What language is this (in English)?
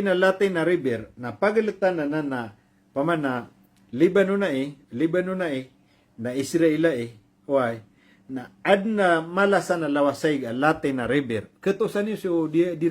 Maranao